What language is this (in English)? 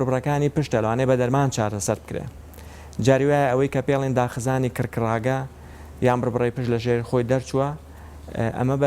Central Kurdish